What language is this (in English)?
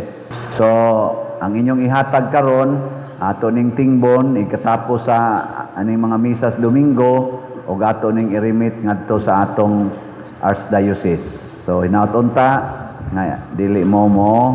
Cebuano